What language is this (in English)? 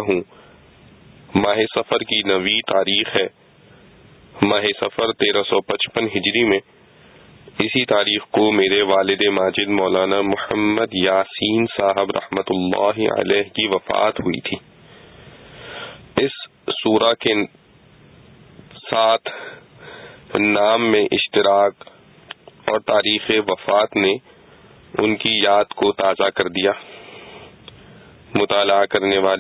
Urdu